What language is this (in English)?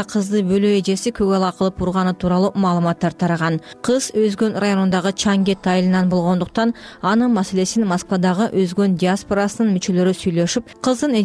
Kyrgyz